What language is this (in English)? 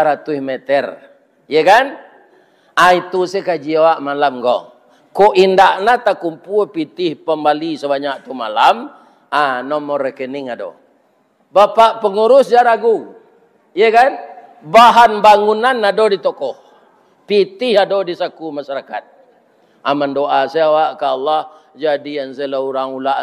Minangkabau